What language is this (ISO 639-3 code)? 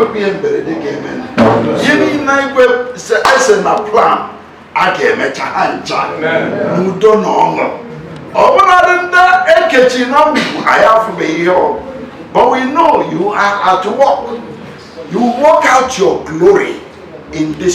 ibo